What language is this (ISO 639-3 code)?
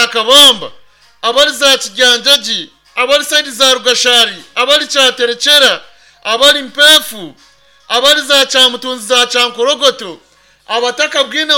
nyn